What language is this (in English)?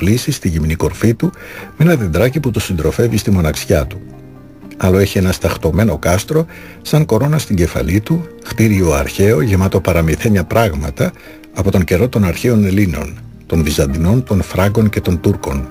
Greek